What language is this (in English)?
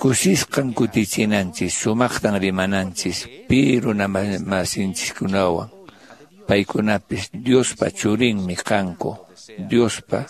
Quechua